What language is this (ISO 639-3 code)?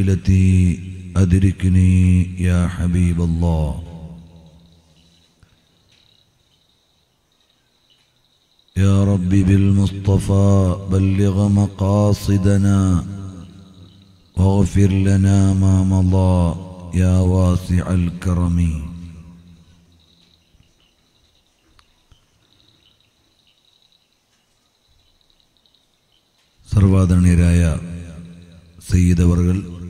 mal